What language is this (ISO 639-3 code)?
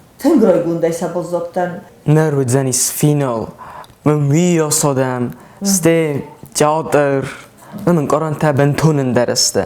oss